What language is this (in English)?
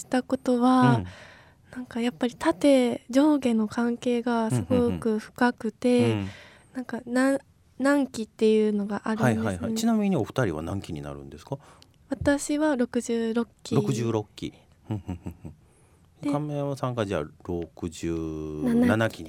Japanese